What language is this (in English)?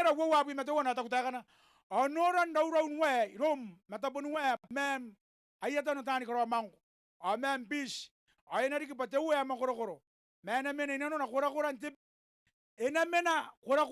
Gilbertese